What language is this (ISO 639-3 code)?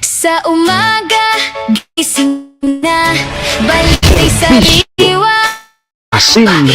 bik